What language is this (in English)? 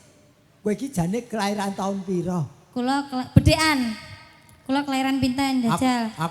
Javanese